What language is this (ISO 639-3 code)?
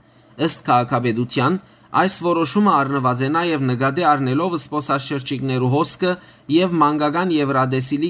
hyw